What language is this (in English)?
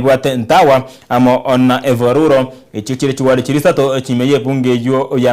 Gusii